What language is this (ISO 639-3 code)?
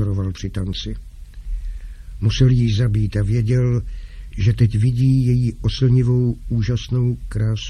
ces